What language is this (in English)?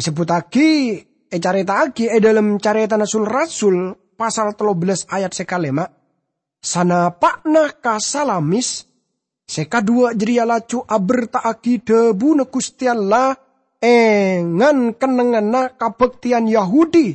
Madurese